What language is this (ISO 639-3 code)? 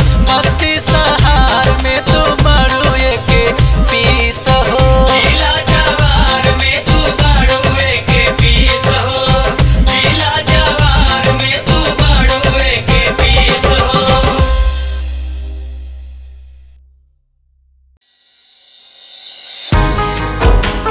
bho